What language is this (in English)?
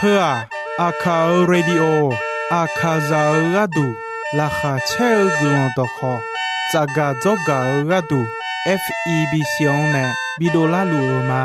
Akha